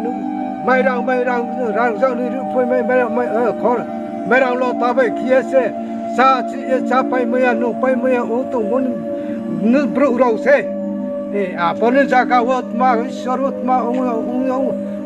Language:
Riang (India)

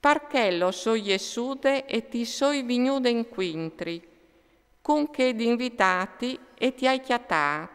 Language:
Friulian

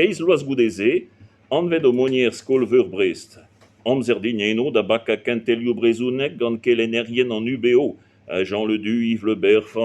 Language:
Breton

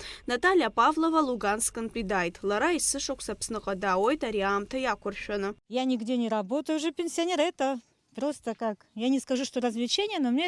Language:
Abkhazian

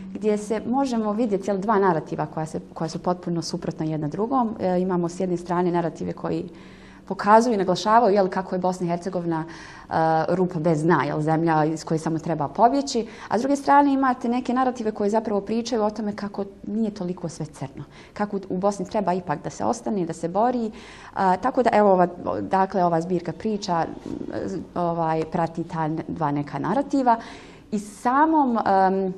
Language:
Bosnian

